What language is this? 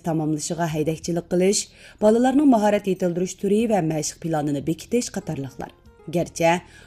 Uyghur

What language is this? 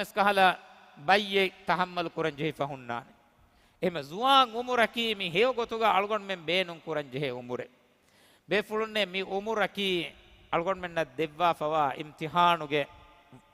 Divehi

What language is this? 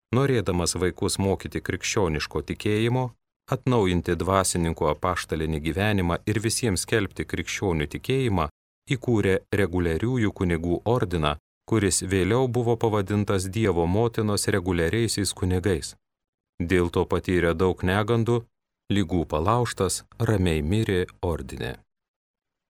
Lithuanian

